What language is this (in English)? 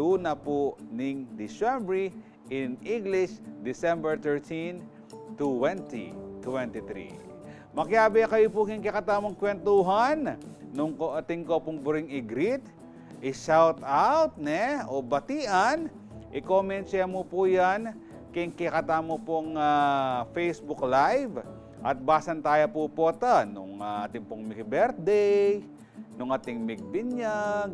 Pampanga